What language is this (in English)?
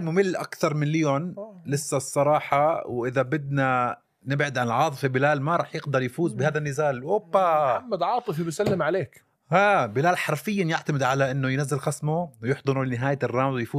North Levantine Arabic